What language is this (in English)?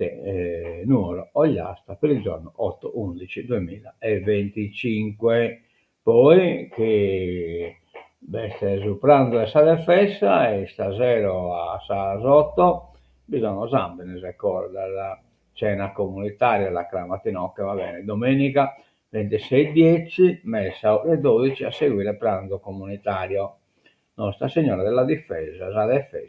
Sardinian